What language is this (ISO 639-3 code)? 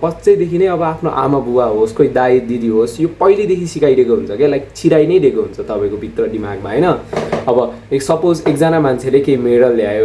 nep